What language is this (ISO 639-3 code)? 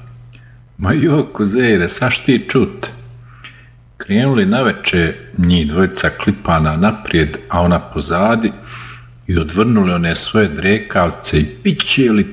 bos